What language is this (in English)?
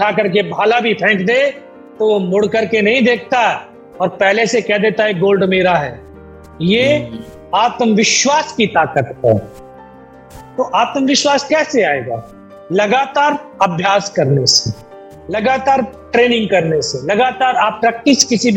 Hindi